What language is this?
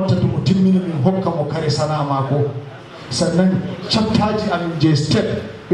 Fula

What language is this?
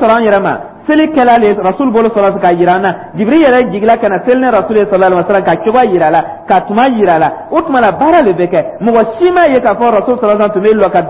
Dyula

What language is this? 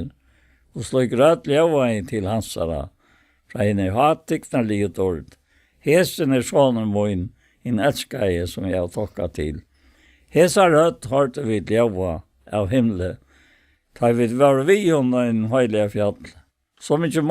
Faroese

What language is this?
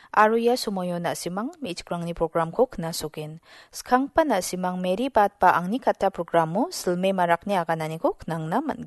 Garo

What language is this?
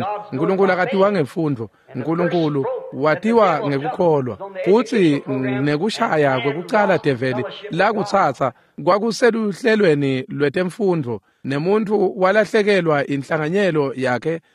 Swati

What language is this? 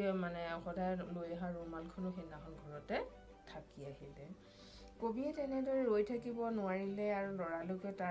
Assamese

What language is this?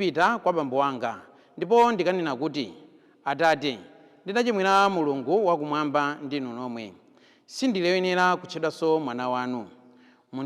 Nyanja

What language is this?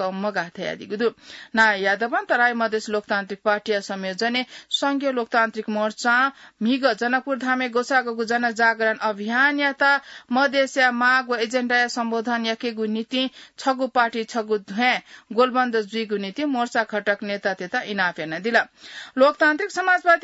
Newari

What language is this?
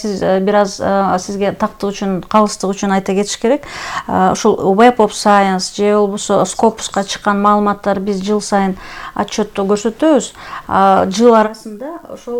Kyrgyz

